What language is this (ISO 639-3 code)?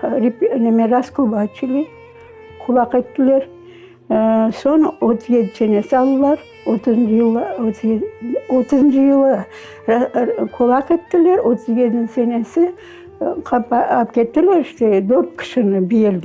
crh